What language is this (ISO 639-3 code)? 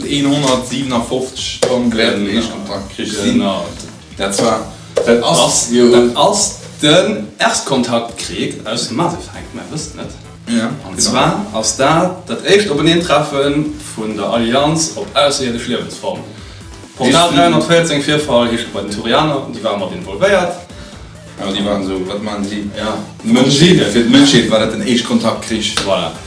ltz